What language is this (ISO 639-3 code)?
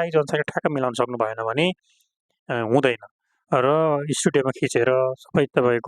nep